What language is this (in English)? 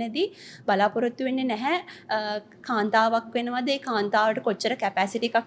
Sinhala